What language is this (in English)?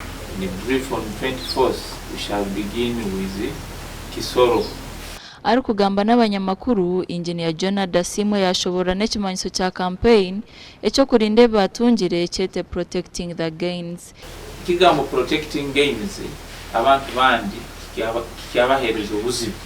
Nyankole